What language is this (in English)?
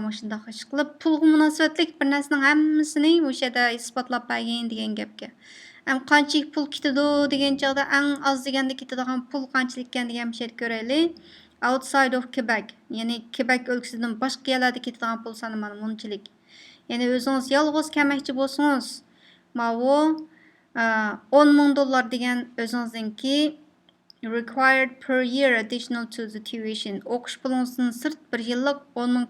Uyghur